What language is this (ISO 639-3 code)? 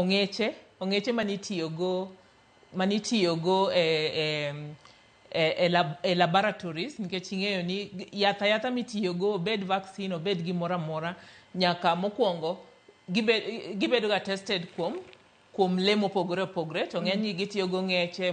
luo